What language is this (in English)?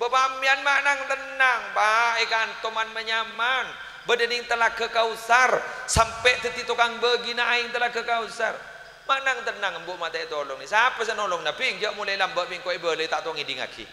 Madurese